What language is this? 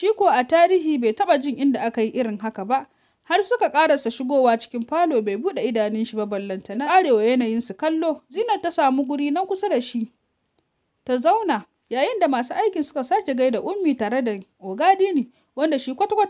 Hausa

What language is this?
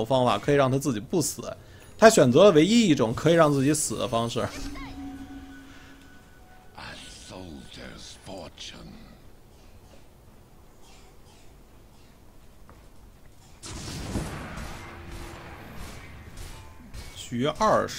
Chinese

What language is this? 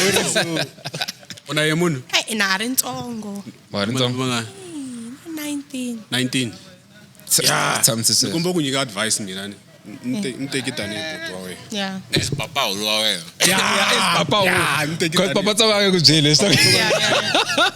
Tsonga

